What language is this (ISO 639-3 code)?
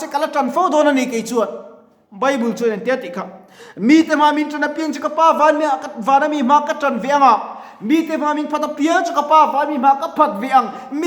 lus